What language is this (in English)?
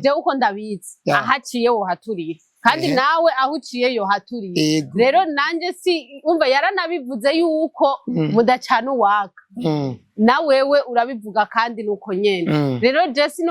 Rundi